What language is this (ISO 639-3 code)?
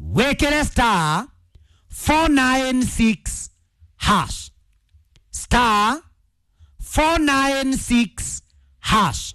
kik